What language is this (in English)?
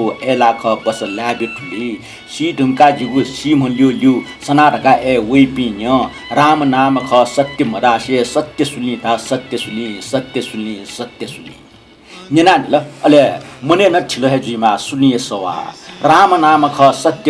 Newari